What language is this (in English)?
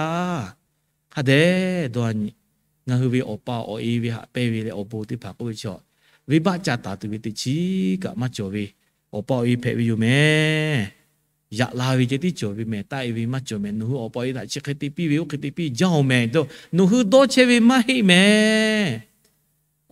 Lahu